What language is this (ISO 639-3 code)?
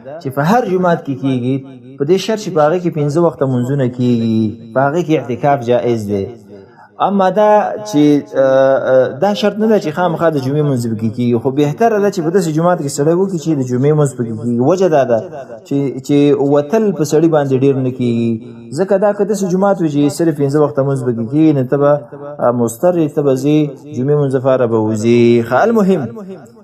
pus